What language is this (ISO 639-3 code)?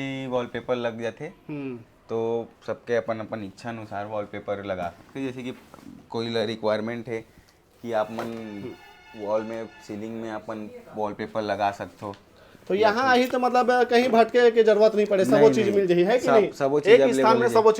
hne